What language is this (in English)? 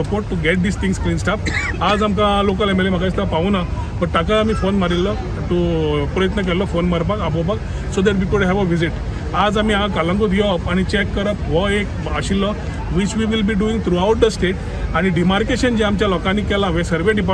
Konkani